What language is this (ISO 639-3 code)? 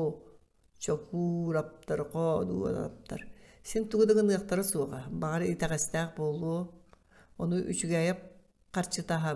sah